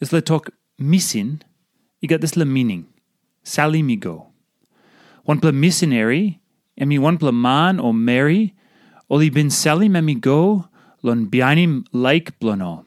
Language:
Tok Pisin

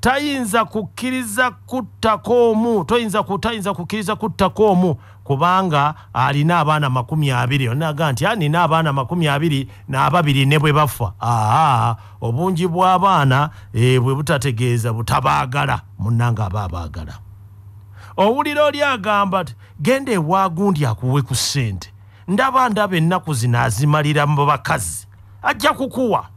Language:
Ganda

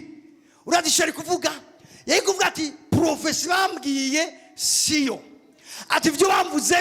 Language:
Rundi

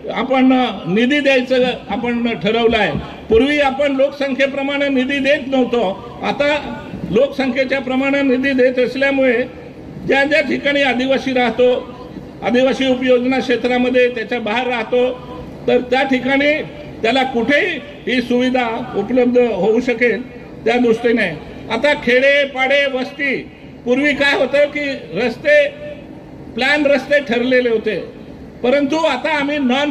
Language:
Marathi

